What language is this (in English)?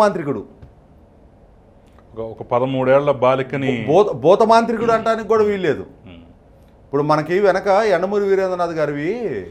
Telugu